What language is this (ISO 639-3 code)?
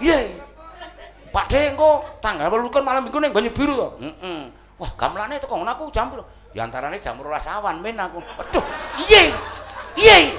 jav